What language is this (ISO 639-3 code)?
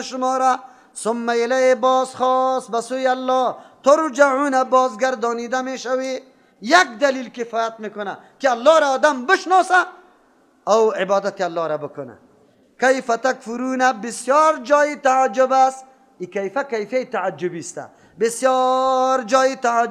fas